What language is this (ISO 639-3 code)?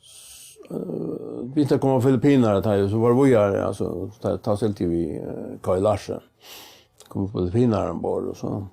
fao